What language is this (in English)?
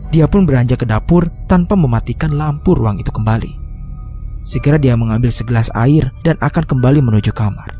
Indonesian